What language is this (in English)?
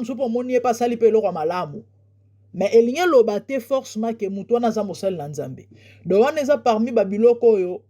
Lingala